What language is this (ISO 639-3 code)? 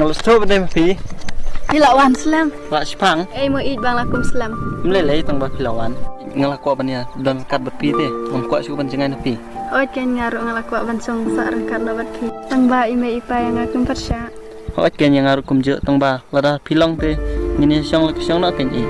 kha